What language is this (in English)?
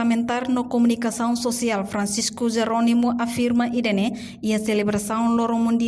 Tetum